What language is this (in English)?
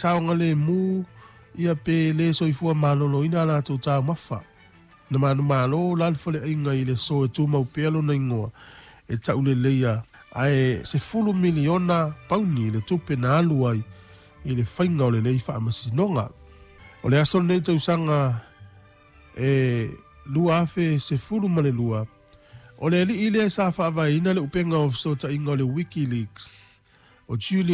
Samoan